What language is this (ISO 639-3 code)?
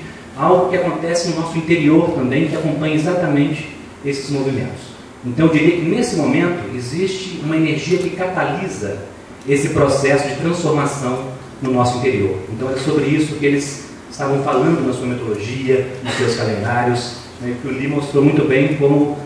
por